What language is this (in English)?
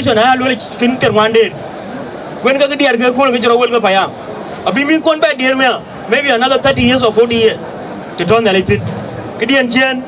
Dinka